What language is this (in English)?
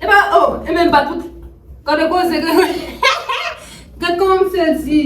Haitian Creole